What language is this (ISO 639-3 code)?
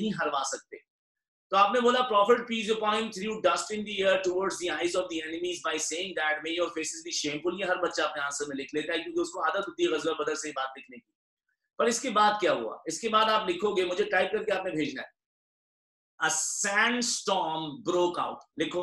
hin